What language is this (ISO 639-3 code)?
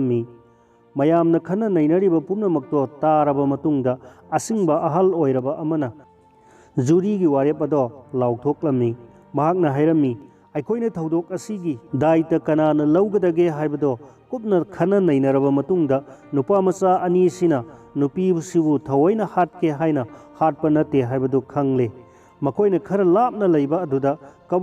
mni